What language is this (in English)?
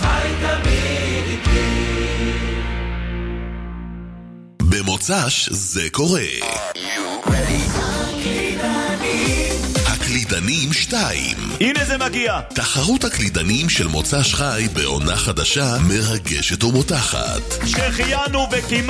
Hebrew